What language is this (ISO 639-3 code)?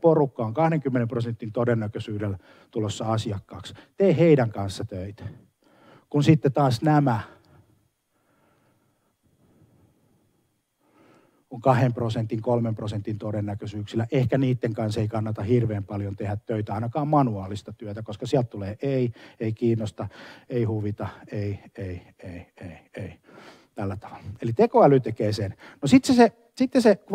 fin